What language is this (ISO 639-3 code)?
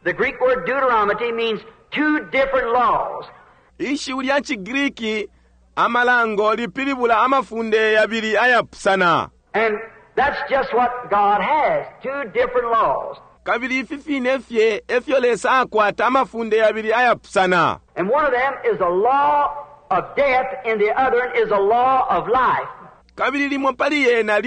bem